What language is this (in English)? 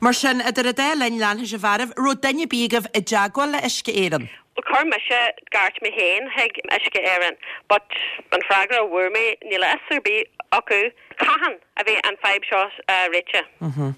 Irish